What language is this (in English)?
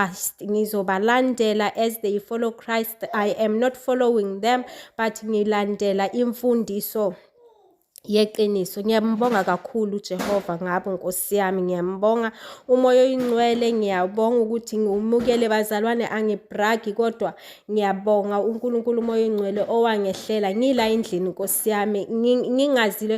Zulu